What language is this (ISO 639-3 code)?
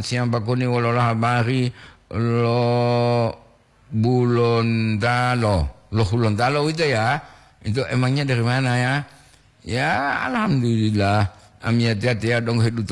gor